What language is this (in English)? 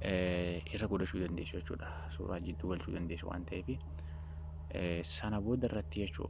Oromo